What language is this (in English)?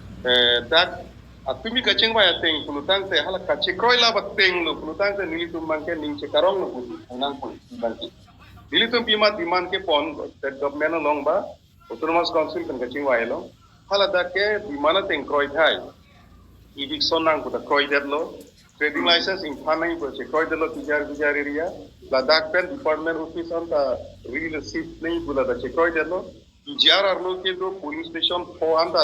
Karbi